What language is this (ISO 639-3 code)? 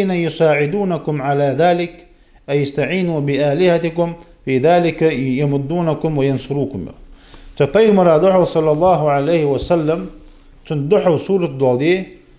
inh